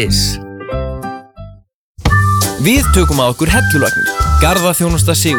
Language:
Icelandic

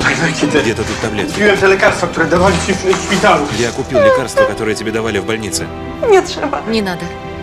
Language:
Russian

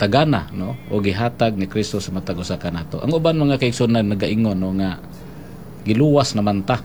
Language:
Cebuano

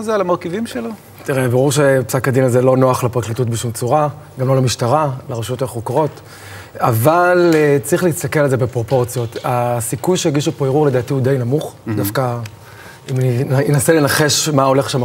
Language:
Hebrew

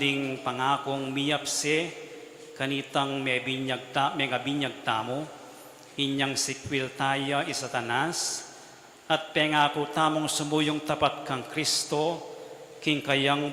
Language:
Pampanga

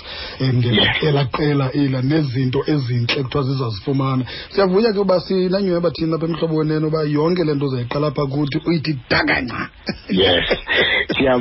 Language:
Xhosa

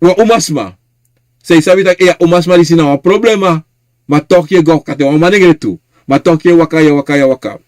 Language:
Sranan Tongo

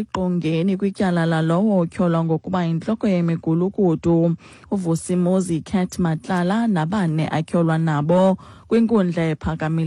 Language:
Xhosa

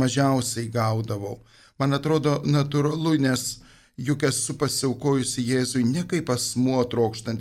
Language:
Lithuanian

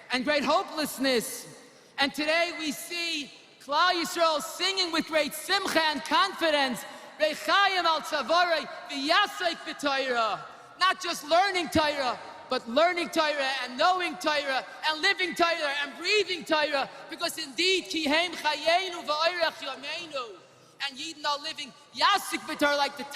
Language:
Yiddish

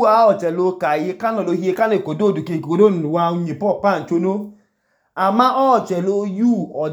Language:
Idoma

